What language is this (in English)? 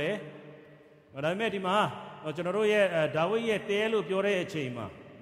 Burmese